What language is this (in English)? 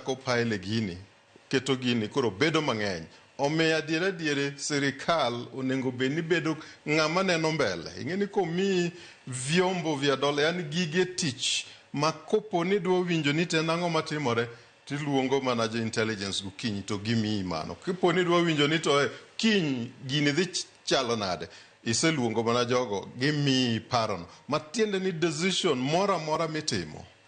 Luo (Kenya and Tanzania)